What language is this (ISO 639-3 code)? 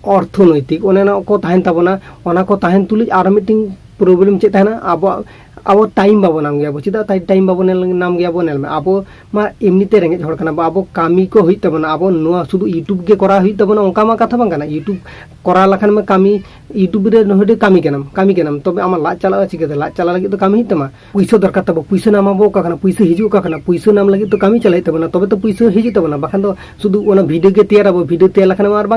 sat